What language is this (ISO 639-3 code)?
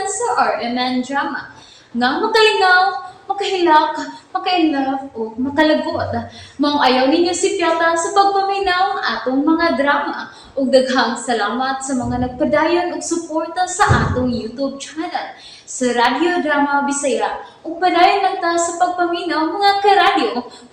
ceb